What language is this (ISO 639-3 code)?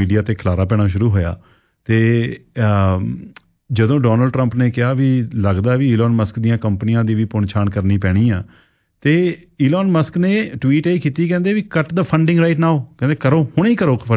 pan